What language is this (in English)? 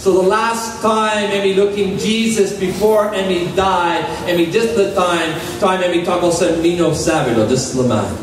Tok Pisin